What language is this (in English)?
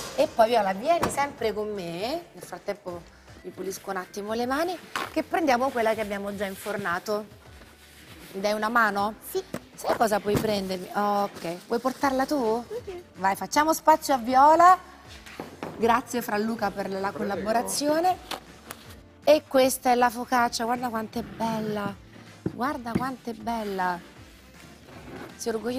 Italian